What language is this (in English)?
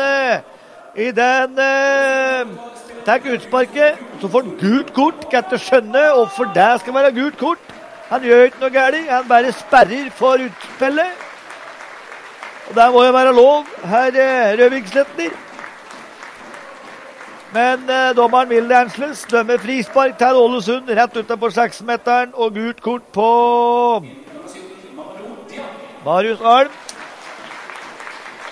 Norwegian